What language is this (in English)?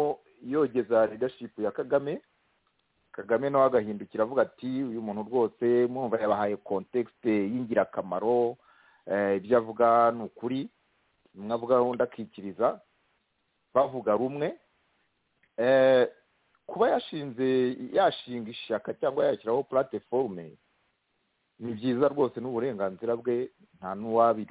Kinyarwanda